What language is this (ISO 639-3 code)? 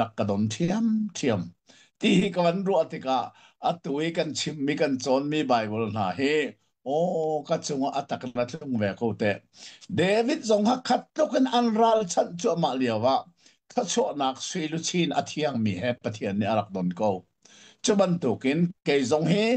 cnh